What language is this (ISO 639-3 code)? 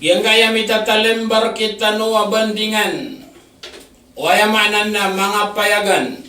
mrw